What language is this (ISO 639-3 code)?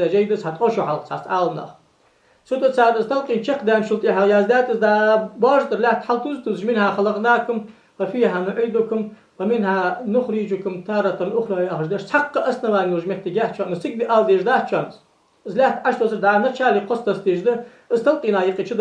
inh